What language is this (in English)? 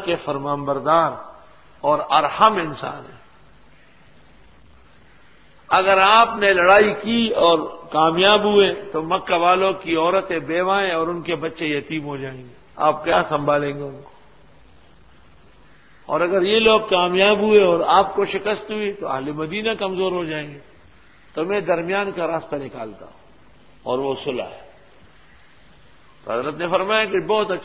Urdu